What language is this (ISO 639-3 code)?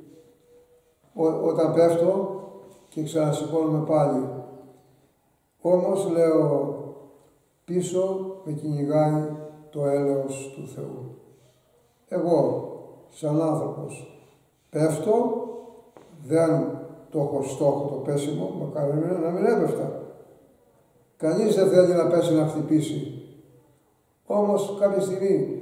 ell